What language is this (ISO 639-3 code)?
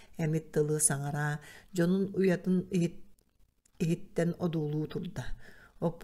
sah